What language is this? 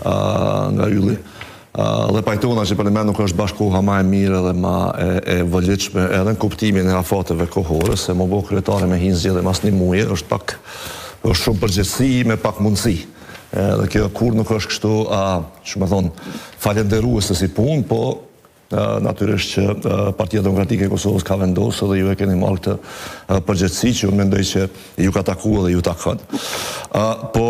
Albanian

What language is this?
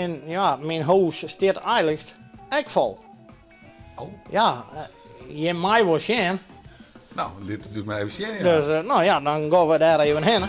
Western Frisian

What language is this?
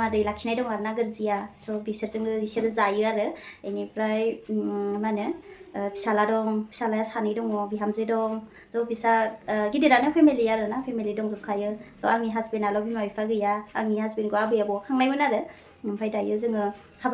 Bodo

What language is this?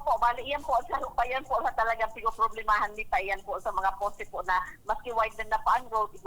Bikol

